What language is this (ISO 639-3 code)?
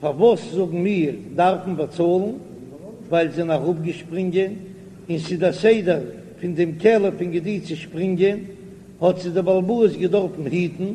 yid